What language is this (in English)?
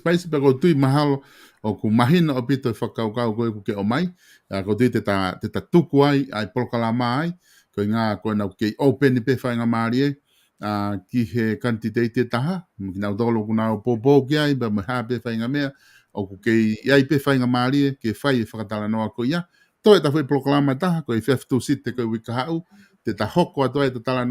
Tongan